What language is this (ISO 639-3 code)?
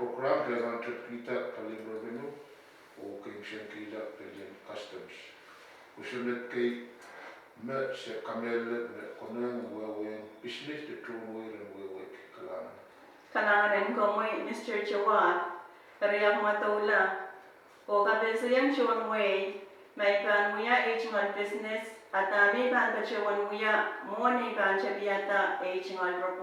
pon